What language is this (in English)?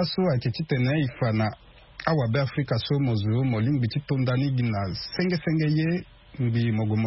Sango